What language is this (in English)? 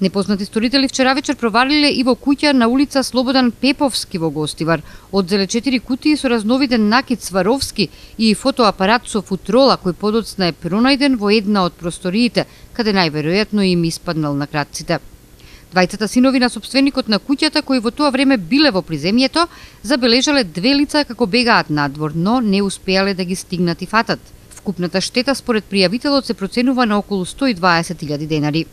Macedonian